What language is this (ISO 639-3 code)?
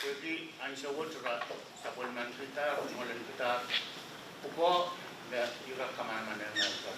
pon